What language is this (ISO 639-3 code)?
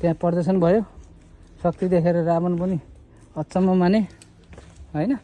nep